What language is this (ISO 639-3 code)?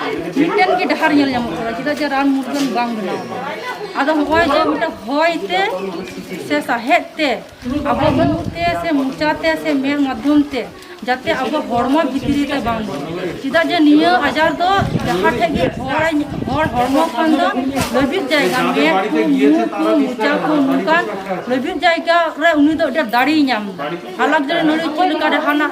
sat